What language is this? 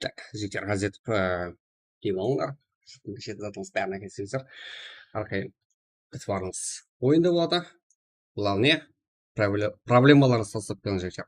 Kara-Kalpak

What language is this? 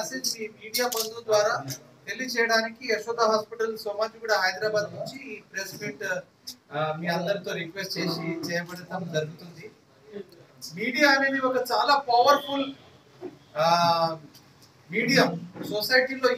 Telugu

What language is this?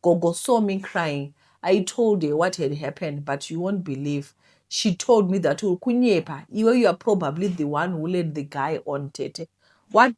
Shona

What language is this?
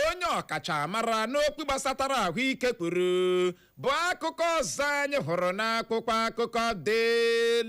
Igbo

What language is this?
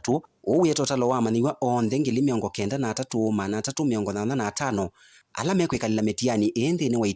Kamba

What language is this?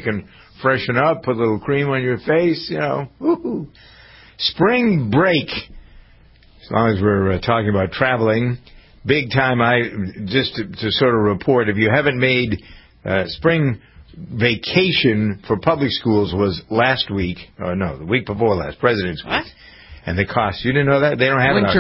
English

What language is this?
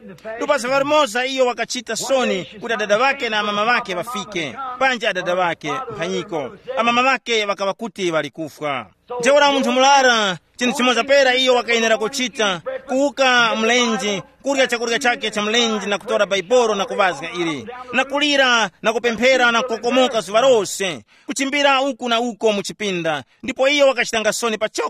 Tumbuka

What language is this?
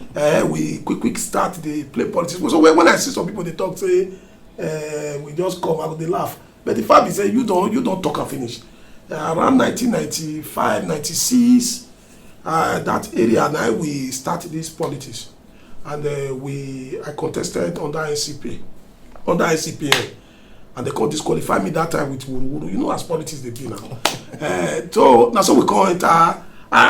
Nigerian Pidgin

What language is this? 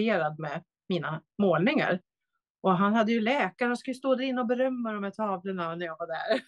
Swedish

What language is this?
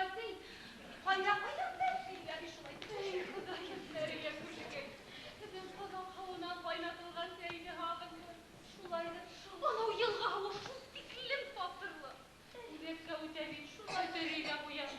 Bashkir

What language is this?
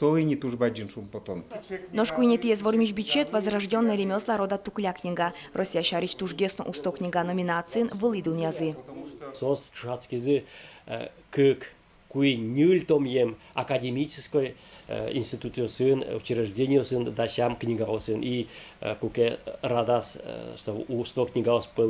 Udmurt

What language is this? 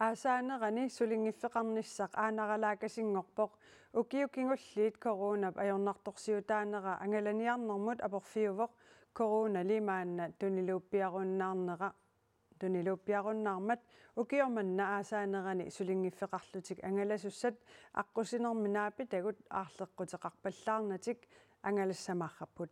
Kalaallisut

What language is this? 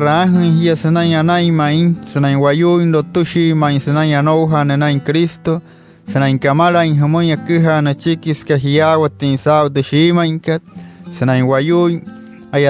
Wayuu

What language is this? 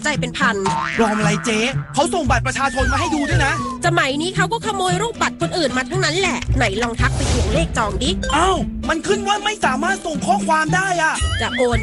Thai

